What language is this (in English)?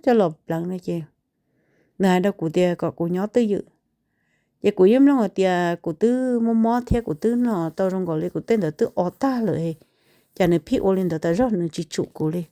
Hmong